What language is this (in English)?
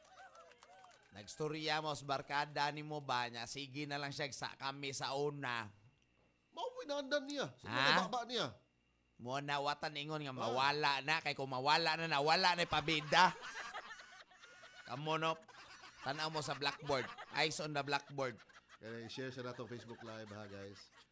Cebuano